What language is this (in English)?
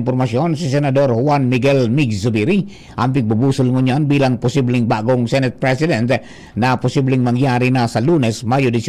Bikol